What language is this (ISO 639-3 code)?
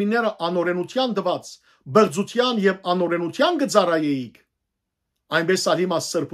hyw